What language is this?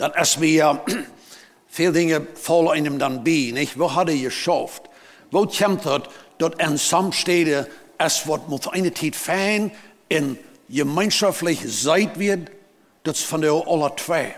Plautdietsch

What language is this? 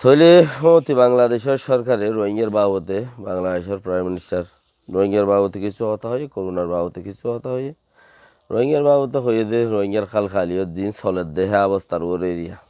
Rohingya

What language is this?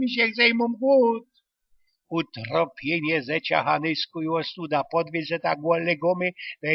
Silesian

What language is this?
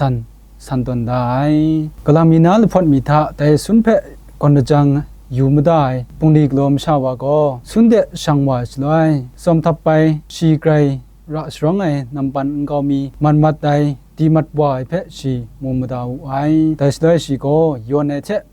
Kachin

